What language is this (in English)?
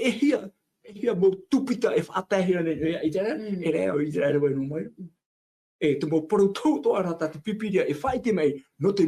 Tahitian